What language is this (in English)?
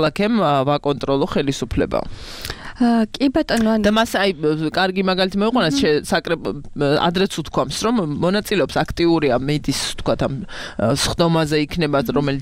Georgian